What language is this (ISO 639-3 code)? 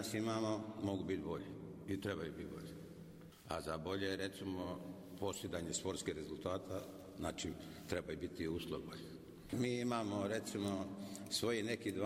bos